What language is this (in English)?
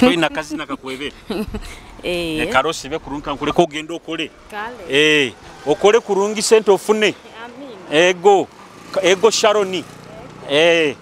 Nyoro